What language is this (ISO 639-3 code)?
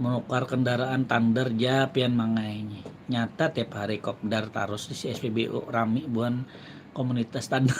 bjn